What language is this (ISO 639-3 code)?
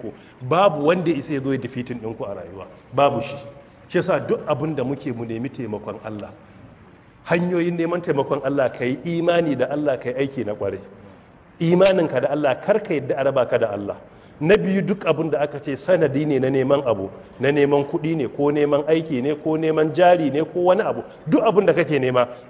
hau